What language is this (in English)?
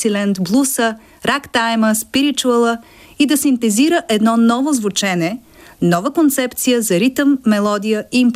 Bulgarian